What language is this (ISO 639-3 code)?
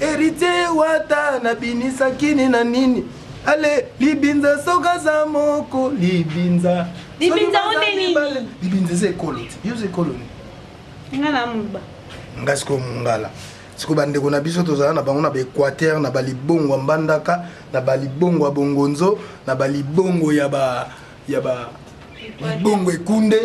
lin